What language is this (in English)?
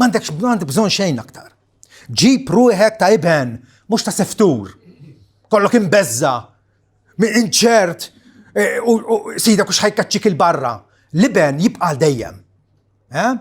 Maltese